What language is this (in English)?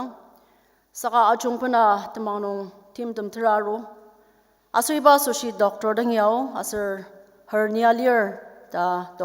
Ao Naga